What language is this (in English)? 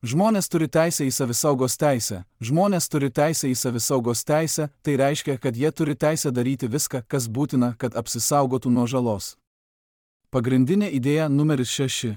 Lithuanian